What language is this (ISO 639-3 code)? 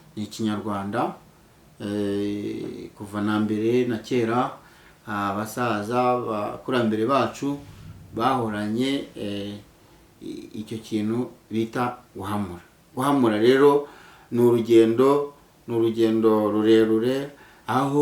kin